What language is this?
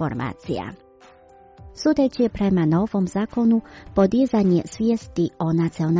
Croatian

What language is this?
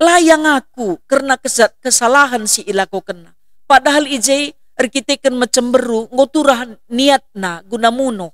Batak Karo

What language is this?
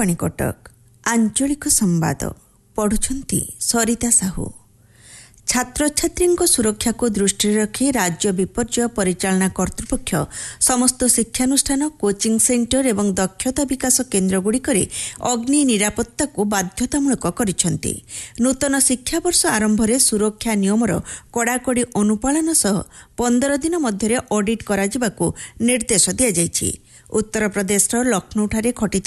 Odia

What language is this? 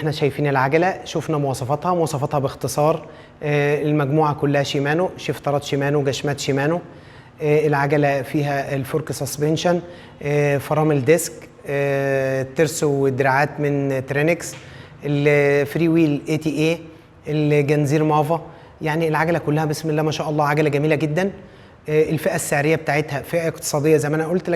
Egyptian Arabic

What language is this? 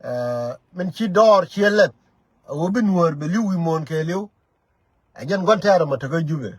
Nuer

